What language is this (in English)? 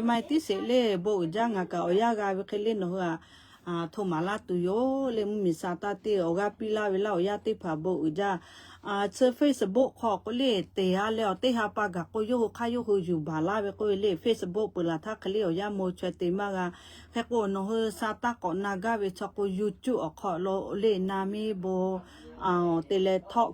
Lahu